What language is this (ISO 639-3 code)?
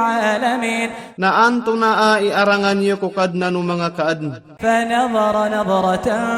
mrw